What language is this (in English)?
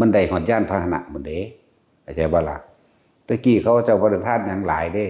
Lao